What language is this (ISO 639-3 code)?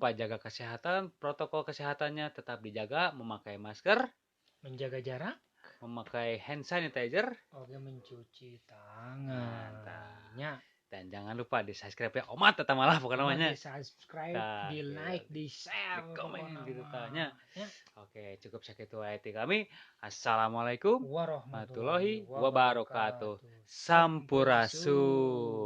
sun